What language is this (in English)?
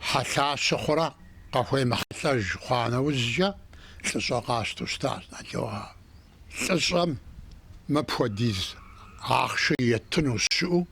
Kabardian